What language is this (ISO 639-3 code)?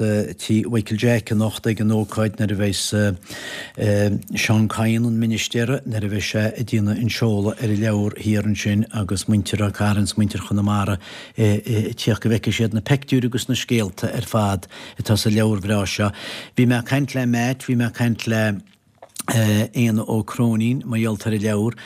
gle